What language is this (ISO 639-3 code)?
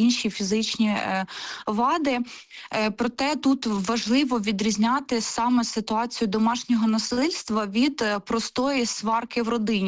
ukr